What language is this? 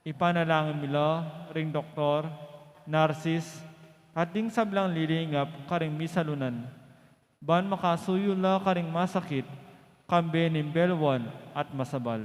Pampanga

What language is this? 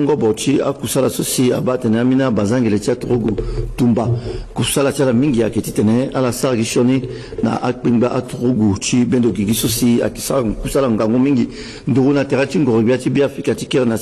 Sango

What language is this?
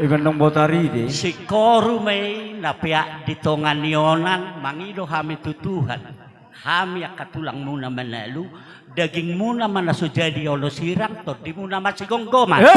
Batak Toba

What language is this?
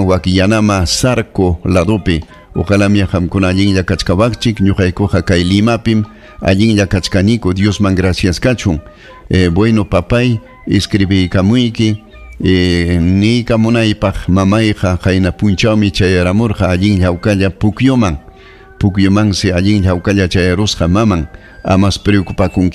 Ayacucho Quechua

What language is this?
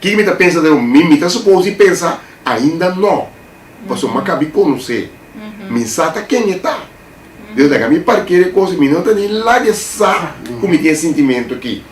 Papiamento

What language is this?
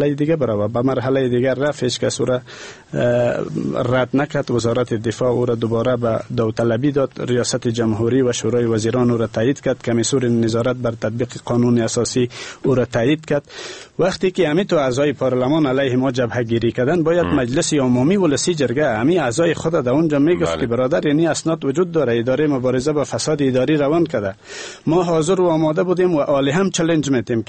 Persian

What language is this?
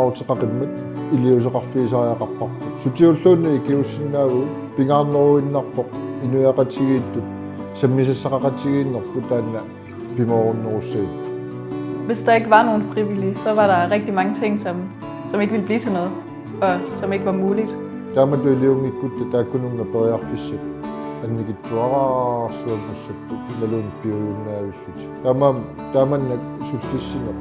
Kalaallisut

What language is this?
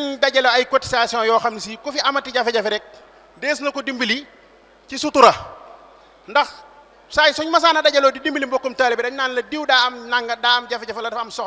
Wolof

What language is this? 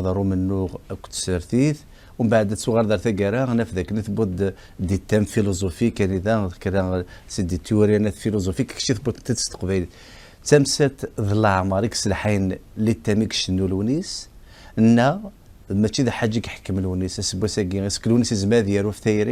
Kabyle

